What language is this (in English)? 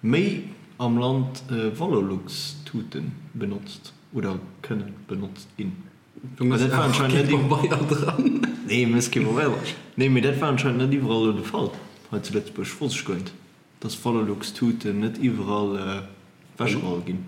Luxembourgish